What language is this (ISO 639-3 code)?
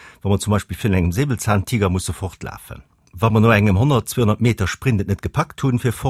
ltz